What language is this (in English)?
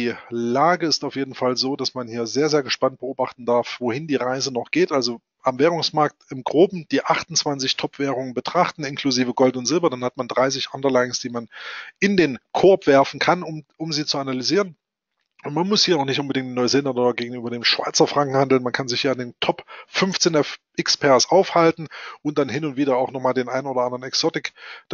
German